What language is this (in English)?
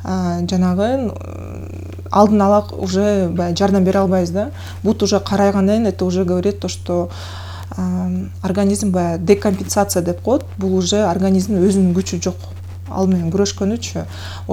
Kyrgyz